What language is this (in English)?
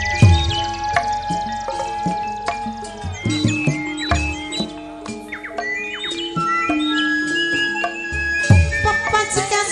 Javanese